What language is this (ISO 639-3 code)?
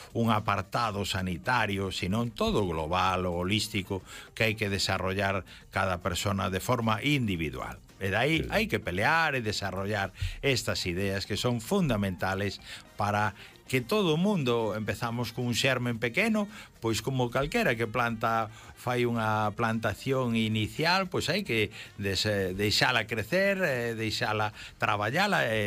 glg